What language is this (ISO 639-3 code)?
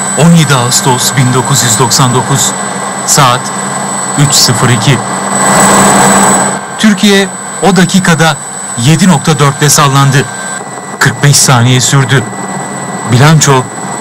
tur